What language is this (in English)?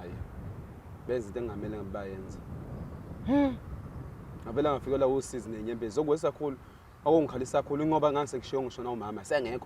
Zulu